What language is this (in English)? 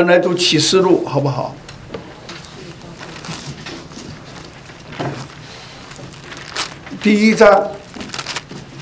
Chinese